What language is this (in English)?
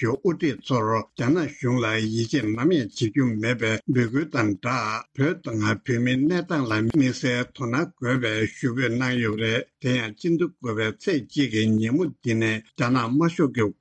Tibetan